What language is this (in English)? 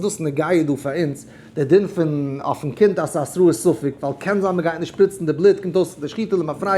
Yiddish